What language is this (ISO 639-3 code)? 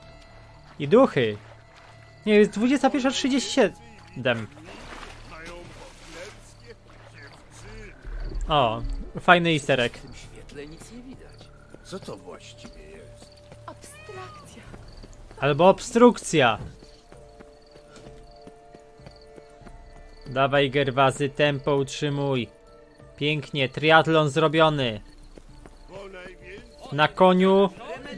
pol